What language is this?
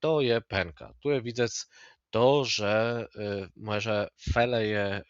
Kashubian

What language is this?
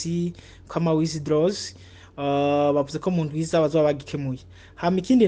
Rundi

